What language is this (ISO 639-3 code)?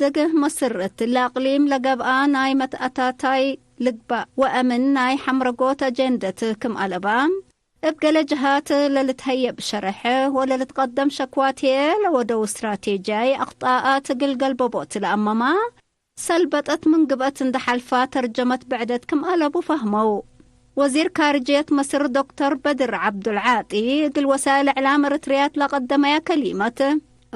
tig